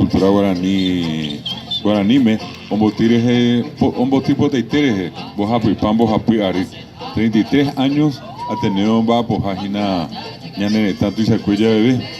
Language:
Guarani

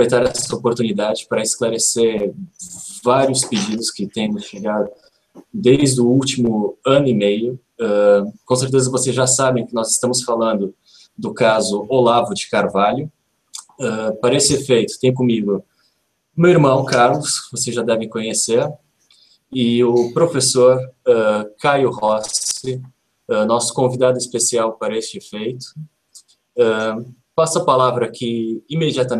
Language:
Portuguese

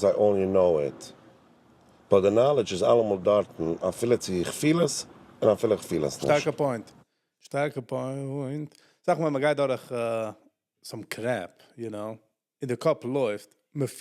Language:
Yiddish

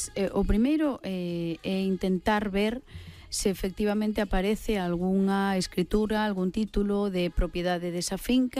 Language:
Galician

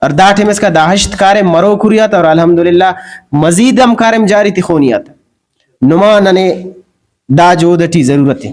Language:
Brahui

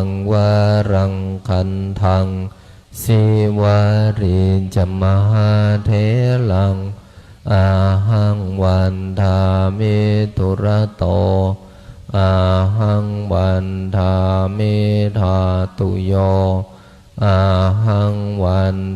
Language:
Pali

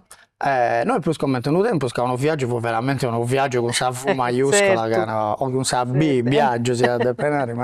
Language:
Sardinian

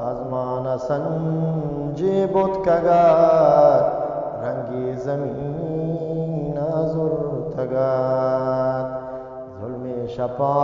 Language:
Eastern Balochi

